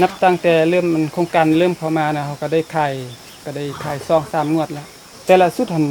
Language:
Lao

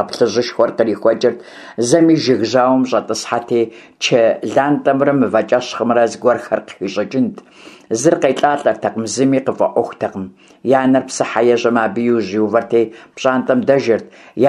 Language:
Kabardian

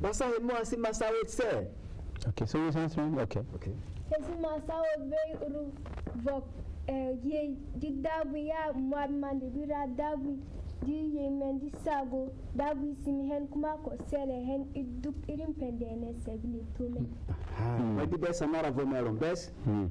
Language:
Berom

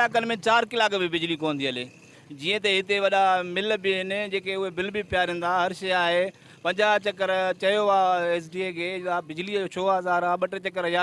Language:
Sindhi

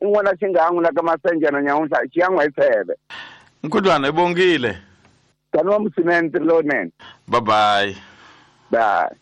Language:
Tsonga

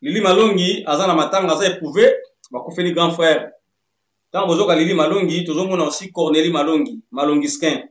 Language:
Lingala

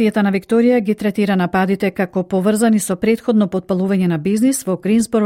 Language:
Macedonian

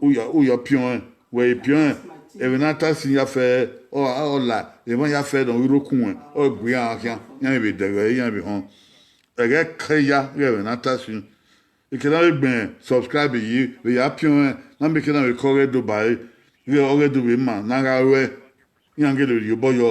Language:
Bini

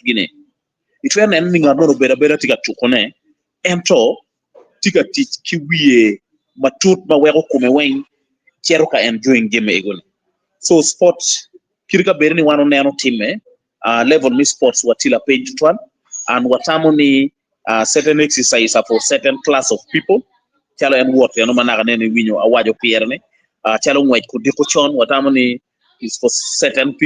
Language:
Acoli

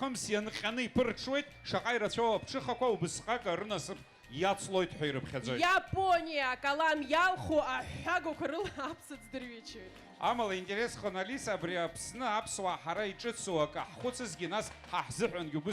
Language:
Abkhazian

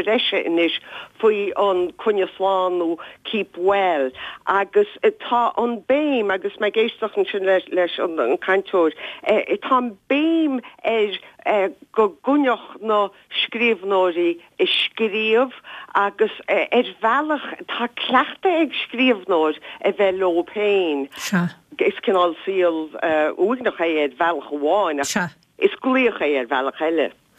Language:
Irish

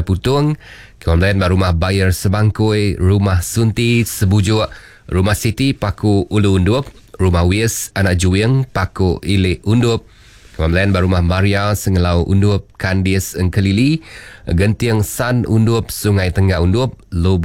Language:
Iban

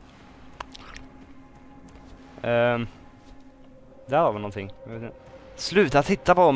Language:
Swedish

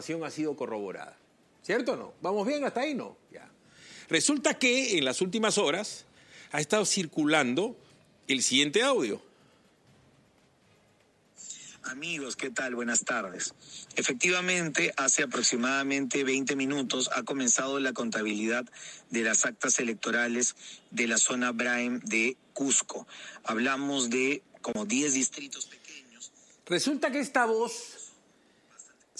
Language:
Spanish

